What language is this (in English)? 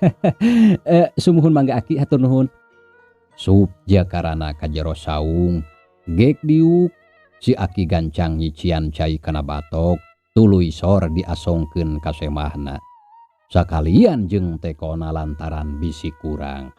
Sundanese